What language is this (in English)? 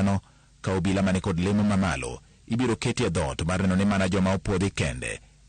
Luo (Kenya and Tanzania)